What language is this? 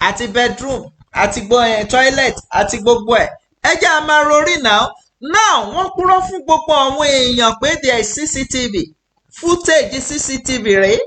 Yoruba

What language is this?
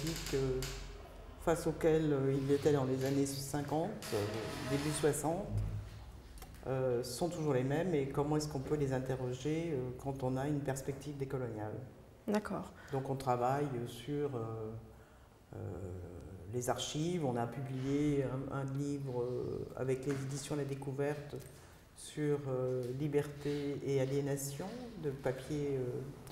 French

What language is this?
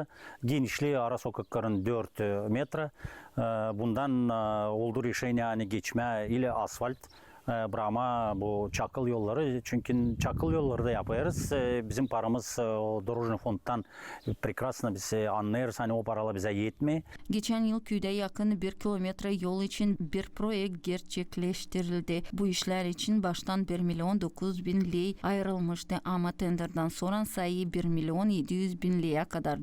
Gagauz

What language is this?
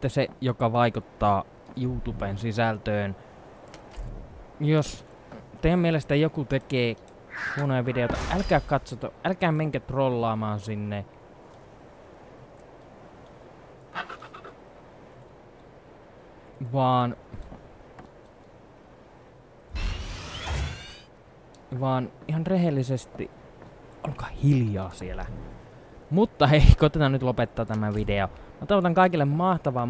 Finnish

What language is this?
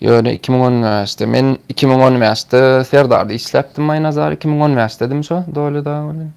Turkmen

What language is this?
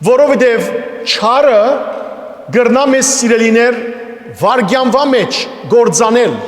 Western Armenian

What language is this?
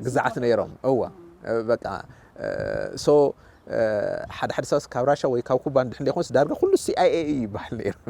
Tigrinya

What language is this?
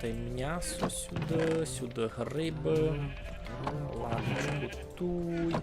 Rusyn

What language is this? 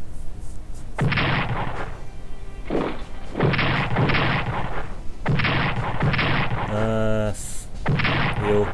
Hungarian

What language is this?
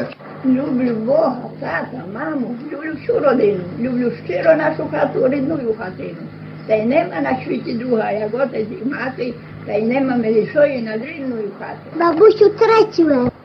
Rusyn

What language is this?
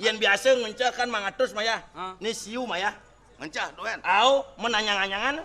Balinese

